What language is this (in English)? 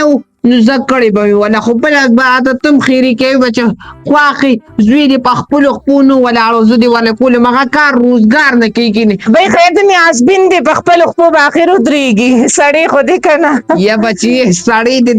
Pashto